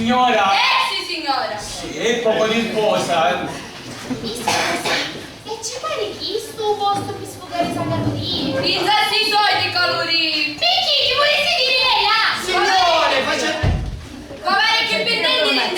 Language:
Sicilian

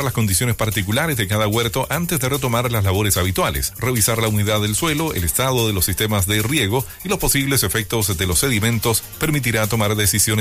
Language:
Spanish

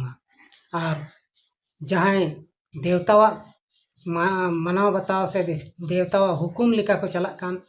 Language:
Santali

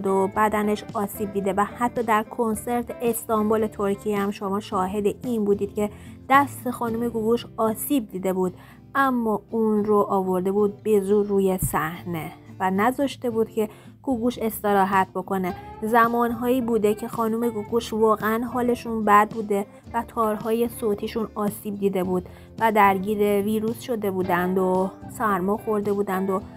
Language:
Persian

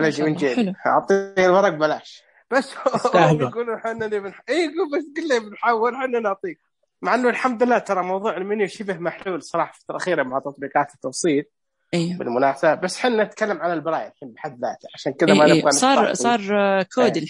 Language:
Najdi Arabic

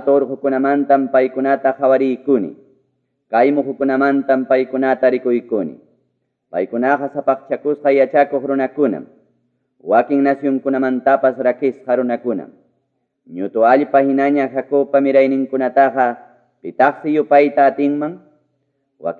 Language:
Ayacucho Quechua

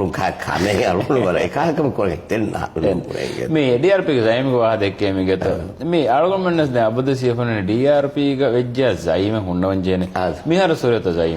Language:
Divehi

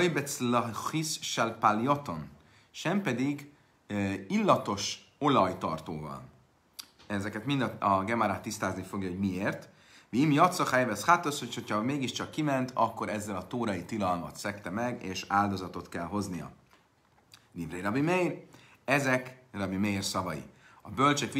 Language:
Hungarian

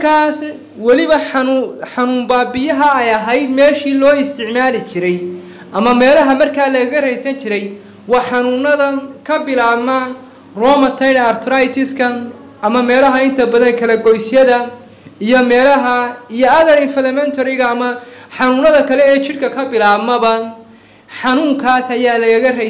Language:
Somali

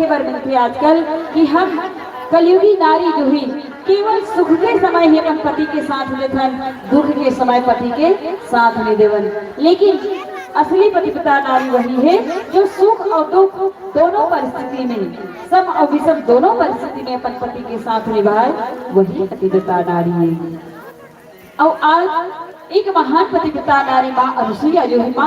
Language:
Chhattisgarhi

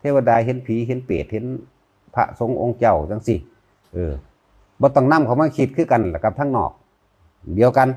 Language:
Northeastern Thai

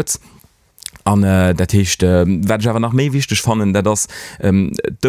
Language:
Luxembourgish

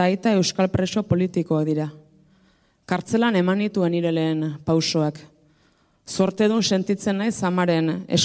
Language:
Basque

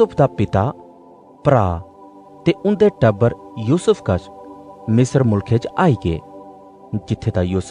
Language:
Dogri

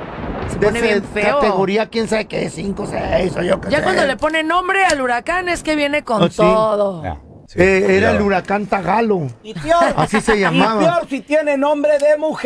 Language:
Spanish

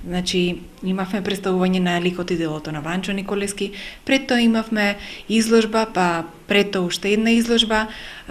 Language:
Macedonian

